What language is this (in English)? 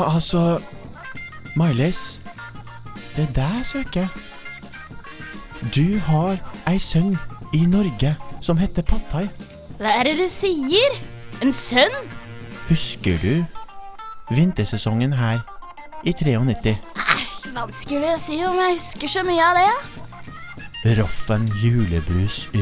Norwegian